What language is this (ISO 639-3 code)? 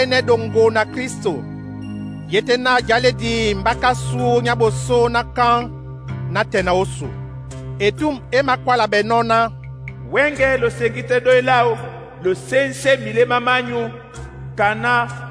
dua